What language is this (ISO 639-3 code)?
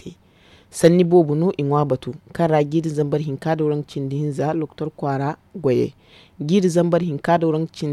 dje